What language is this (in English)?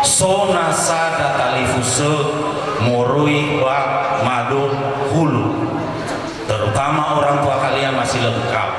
Nias